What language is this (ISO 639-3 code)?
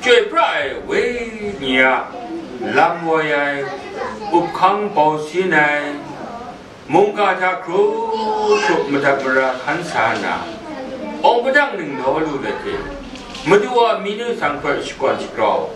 kac